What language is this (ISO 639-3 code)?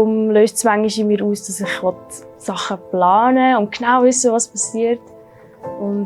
gsw